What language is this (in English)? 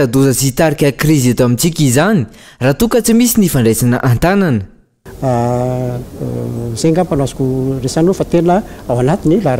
Malagasy